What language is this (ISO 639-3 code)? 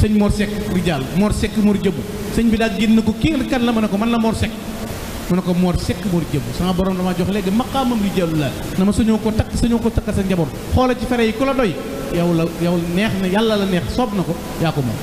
wol